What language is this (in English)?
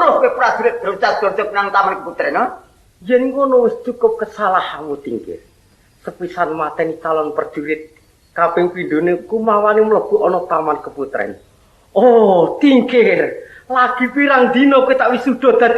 Javanese